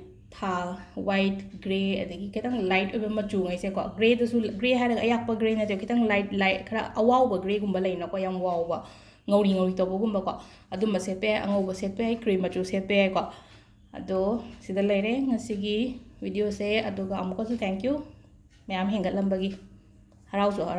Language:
Manipuri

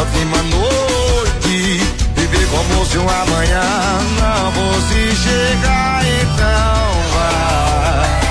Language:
Portuguese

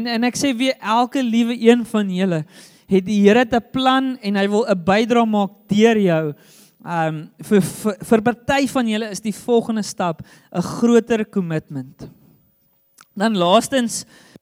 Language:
Afrikaans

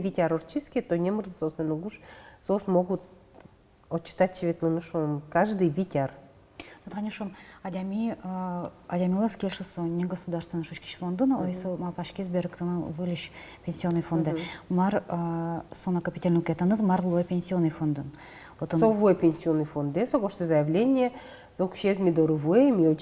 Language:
Udmurt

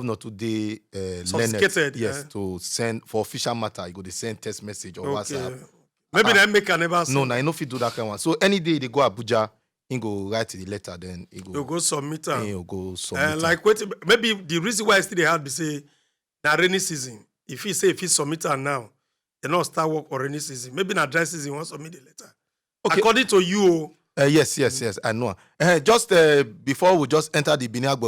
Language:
Nigerian Pidgin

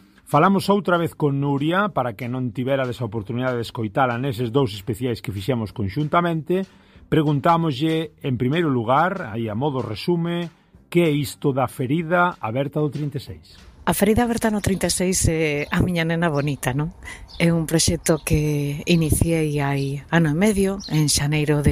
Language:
Galician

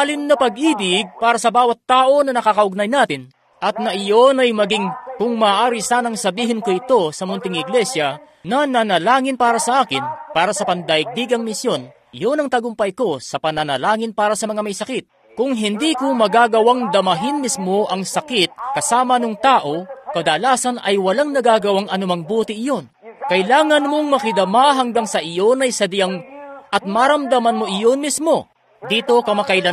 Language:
Filipino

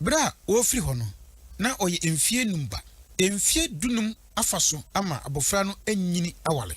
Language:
Akan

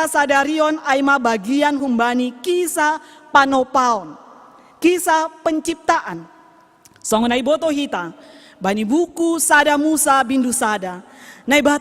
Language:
Batak Simalungun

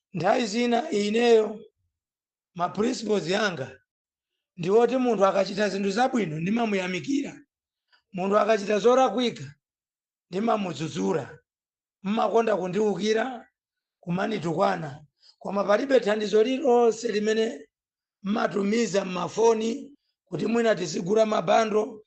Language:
Nyanja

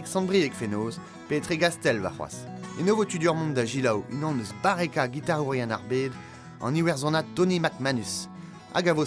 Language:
Breton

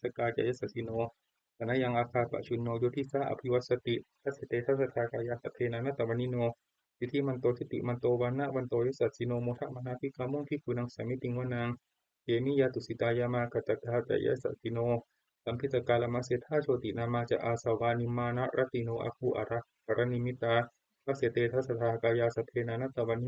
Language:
Pali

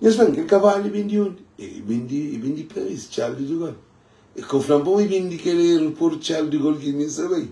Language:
Kabuverdianu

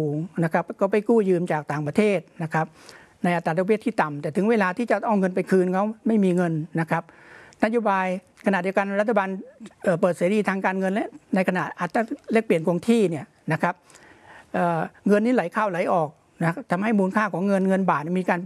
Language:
Thai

